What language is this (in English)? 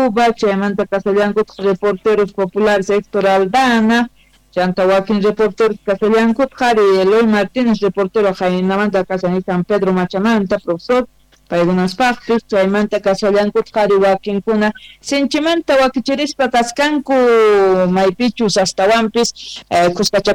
Quechua